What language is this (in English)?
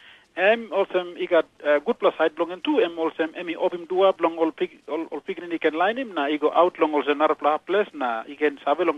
Tok Pisin